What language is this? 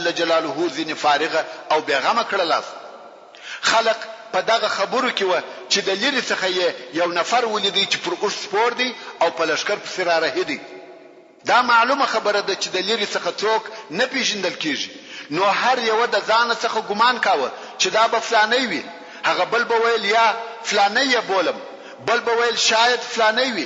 Pashto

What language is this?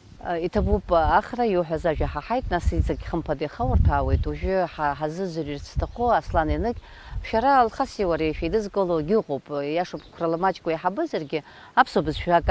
Abkhazian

